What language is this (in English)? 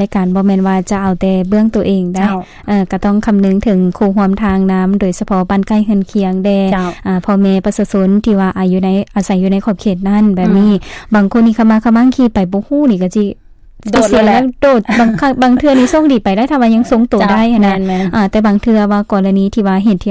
Lao